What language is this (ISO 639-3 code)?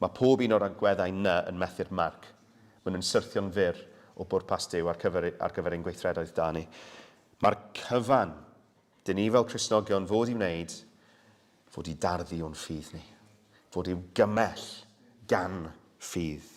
cym